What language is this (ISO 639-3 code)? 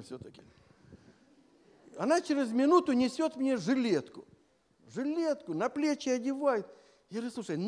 rus